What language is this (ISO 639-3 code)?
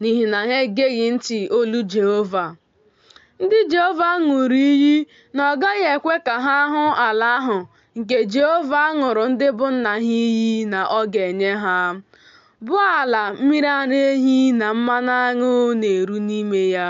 ibo